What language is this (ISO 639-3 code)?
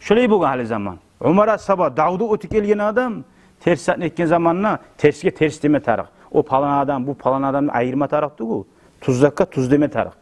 kum